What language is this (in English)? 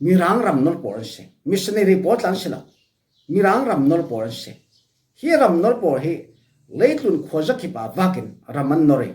Falam Chin